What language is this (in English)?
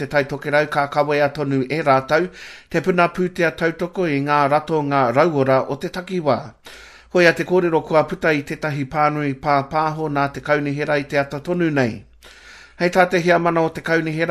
Māori